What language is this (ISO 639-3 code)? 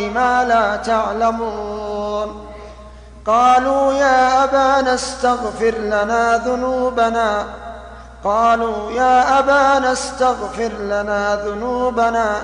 ara